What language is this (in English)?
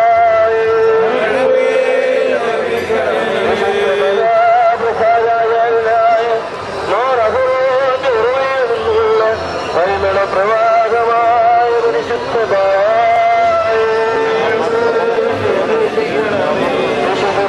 Malayalam